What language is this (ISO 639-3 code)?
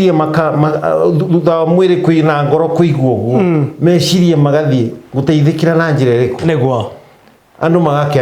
kik